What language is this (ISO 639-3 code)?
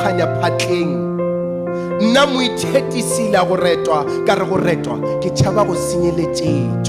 nso